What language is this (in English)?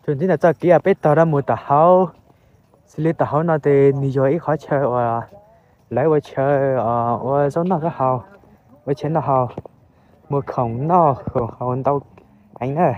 Hmong